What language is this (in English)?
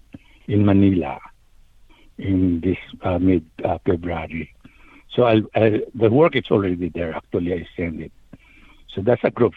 Filipino